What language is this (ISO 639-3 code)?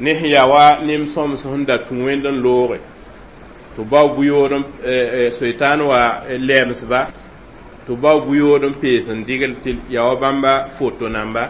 mos